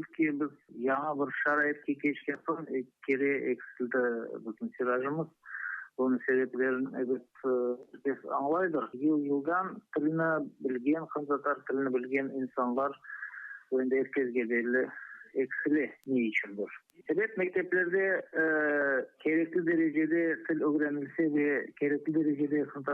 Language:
Crimean Tatar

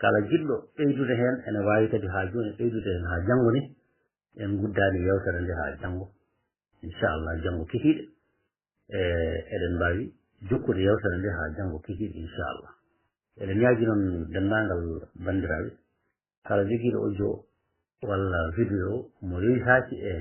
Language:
Fula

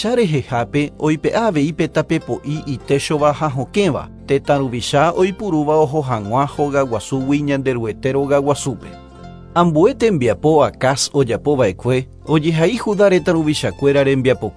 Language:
Guarani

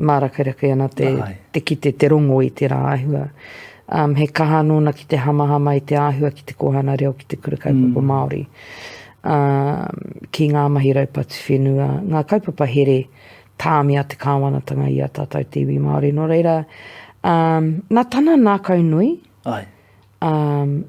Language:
Māori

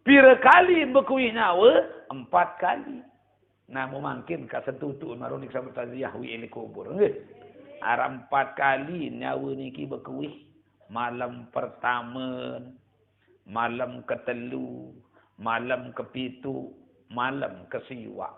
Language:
Sasak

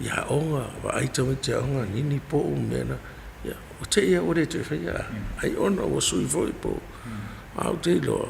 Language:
Samoan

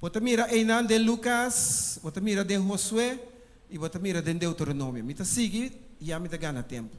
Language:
Papiamento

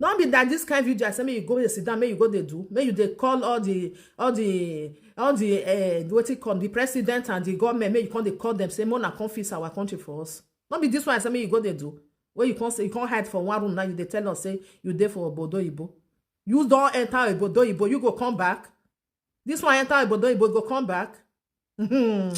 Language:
Nigerian Pidgin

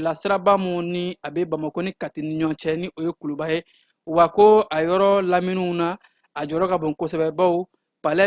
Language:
Bambara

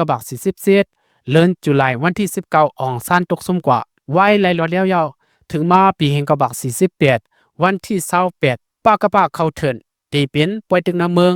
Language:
Shan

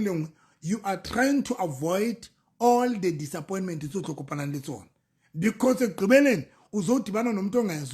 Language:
Southern Sotho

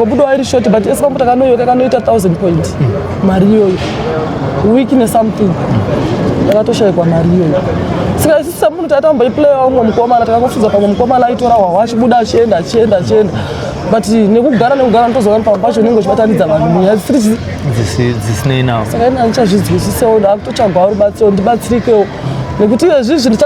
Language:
Shona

